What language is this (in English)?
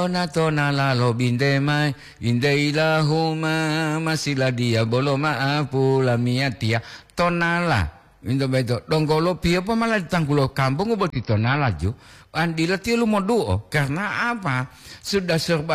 Gorontalo